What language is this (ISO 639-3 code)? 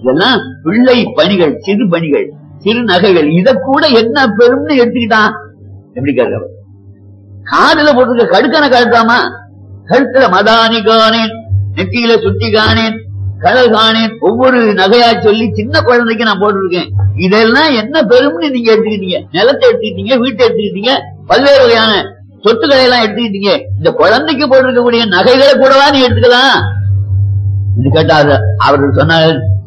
tam